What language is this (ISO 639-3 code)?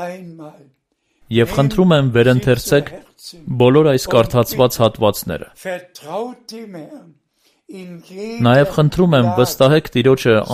hye